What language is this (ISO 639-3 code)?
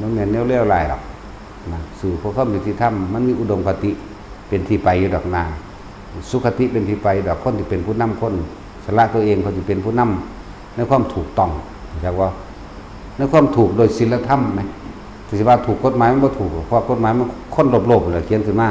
tts